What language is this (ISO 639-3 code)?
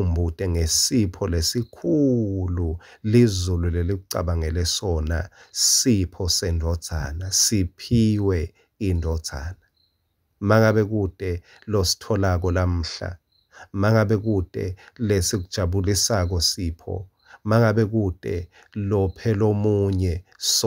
ssw